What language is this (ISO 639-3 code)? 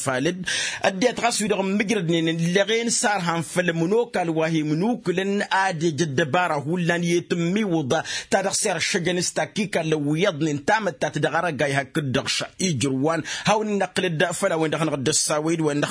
taq